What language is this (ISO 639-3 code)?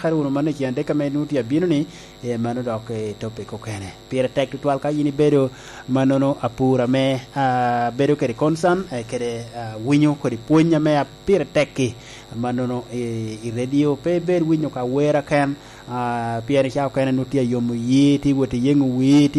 laj